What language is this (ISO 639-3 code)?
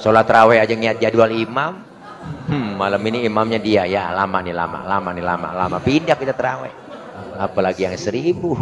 bew